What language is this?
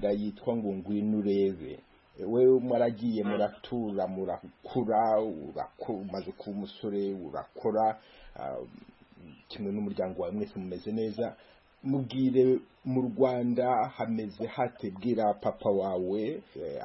Kinyarwanda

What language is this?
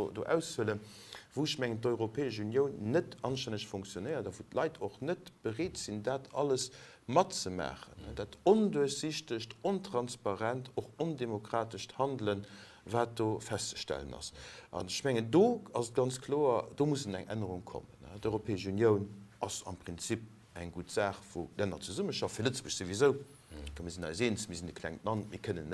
Luxembourgish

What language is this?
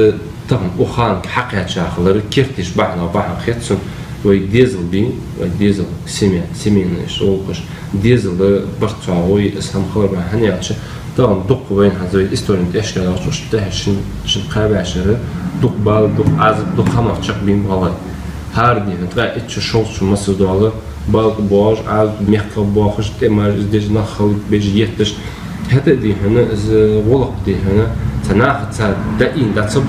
Ingush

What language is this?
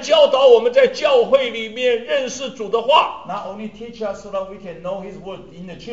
Chinese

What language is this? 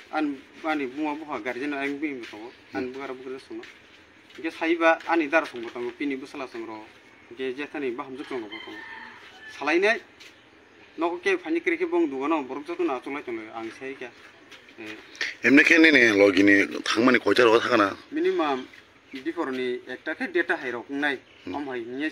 Kok Borok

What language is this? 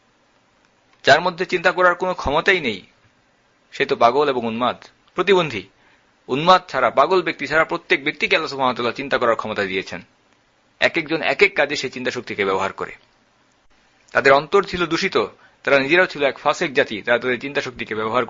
Bangla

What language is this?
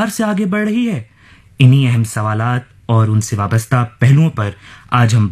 Hindi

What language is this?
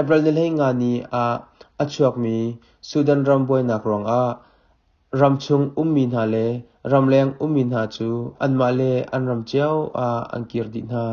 Hakha Chin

